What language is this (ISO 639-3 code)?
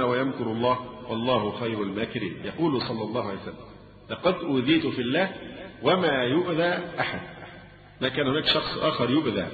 ara